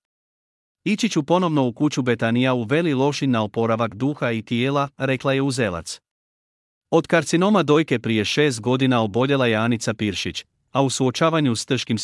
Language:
Croatian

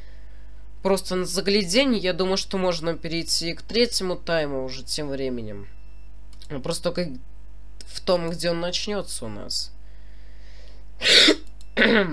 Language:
Russian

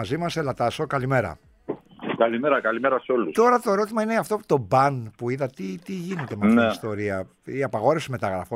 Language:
Greek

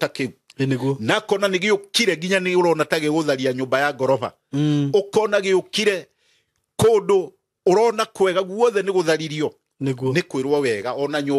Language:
Kikuyu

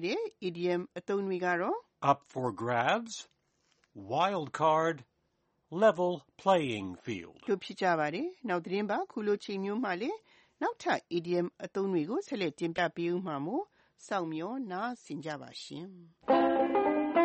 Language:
Burmese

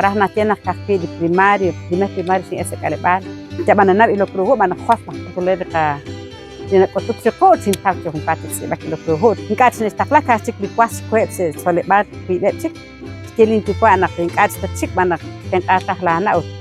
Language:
Kekchí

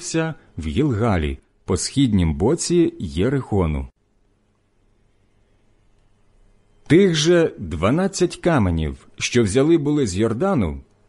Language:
Ukrainian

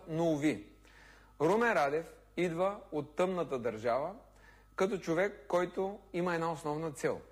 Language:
Bulgarian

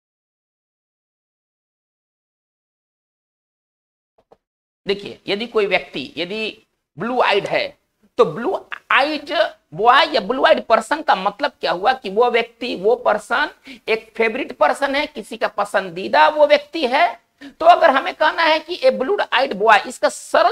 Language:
Hindi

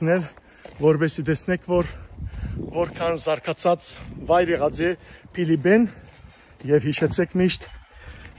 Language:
Western Armenian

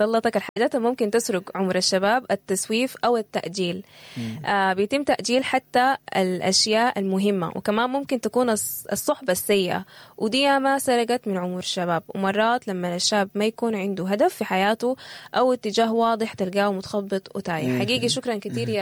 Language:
Sudanese Arabic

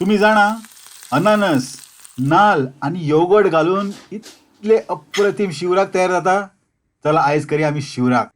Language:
Konkani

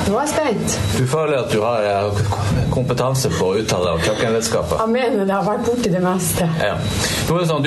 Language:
Norwegian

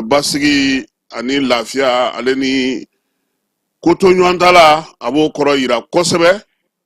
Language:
Bambara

